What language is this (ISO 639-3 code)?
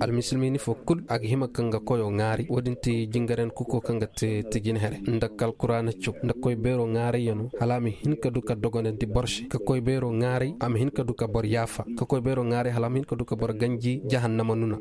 ses